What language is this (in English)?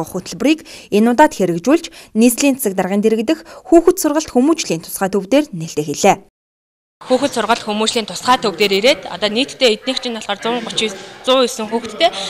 Mongolian